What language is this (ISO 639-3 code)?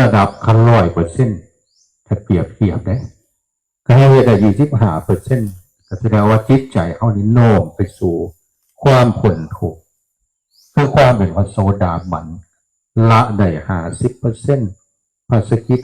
tts